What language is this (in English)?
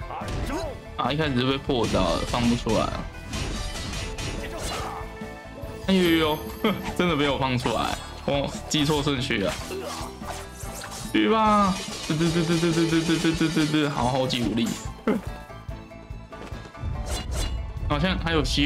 Chinese